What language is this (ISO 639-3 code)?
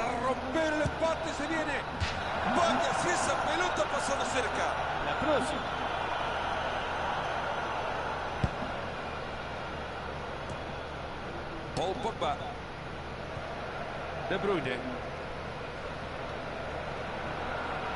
spa